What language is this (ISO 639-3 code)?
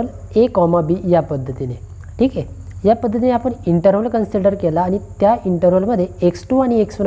mar